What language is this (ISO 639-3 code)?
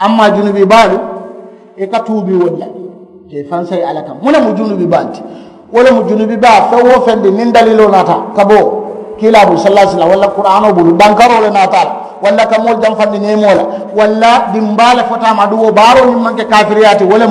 man